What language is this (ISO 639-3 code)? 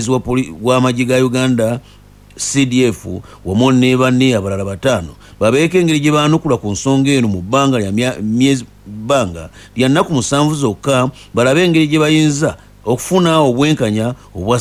lug